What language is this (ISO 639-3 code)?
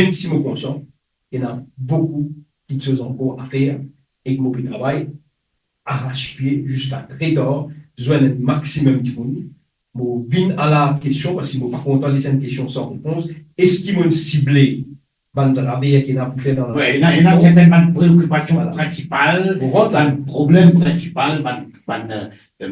mfe